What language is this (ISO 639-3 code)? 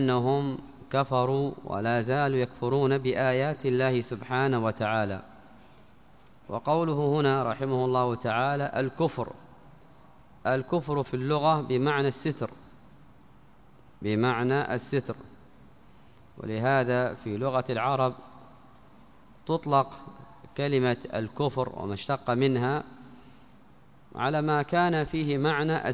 ara